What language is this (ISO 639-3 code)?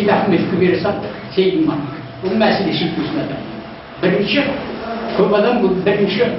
kaz